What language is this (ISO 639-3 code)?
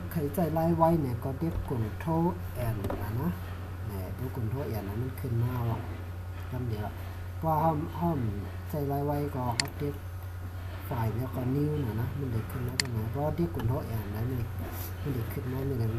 shn